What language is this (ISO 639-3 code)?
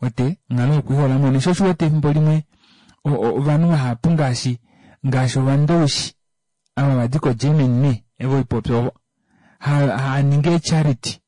kua